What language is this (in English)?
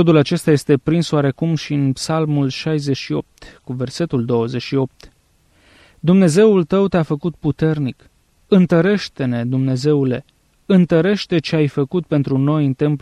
Romanian